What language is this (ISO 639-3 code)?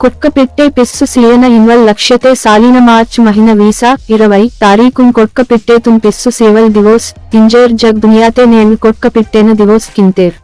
gon